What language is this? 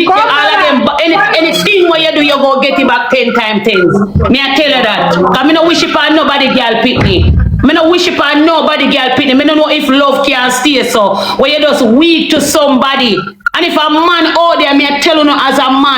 Jamaican Creole English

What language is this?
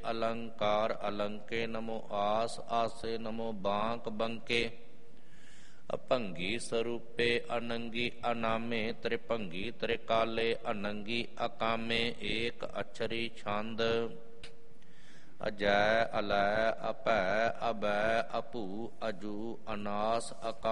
Punjabi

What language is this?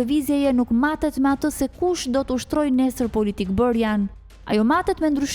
Albanian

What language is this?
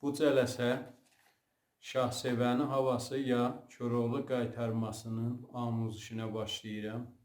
South Azerbaijani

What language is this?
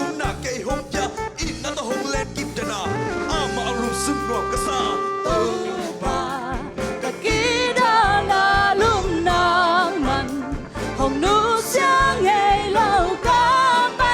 Tedim Chin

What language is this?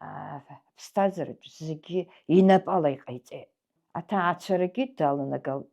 Abkhazian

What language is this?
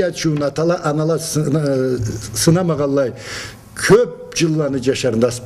Karachay-Balkar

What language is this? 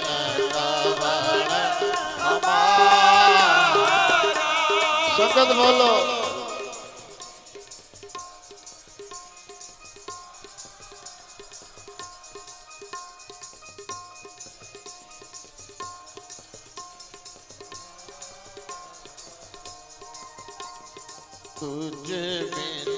Punjabi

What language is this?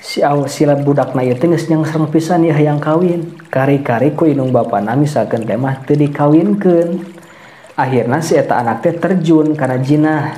Sundanese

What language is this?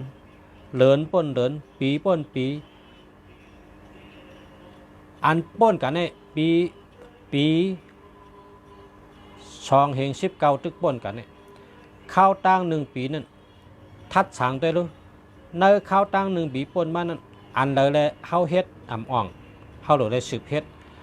Shan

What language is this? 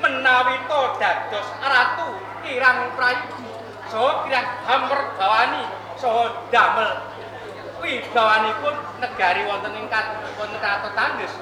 Javanese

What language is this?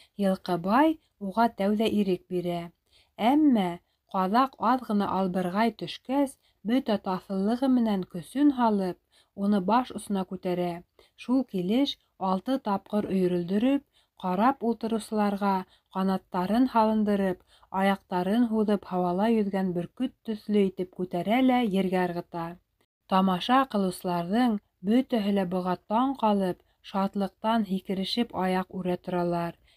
Bashkir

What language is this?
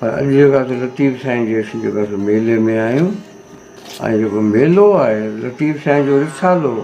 Sindhi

